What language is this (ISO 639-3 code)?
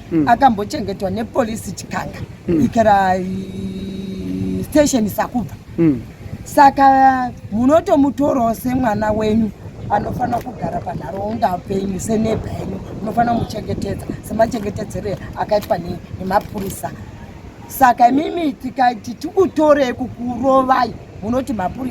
sna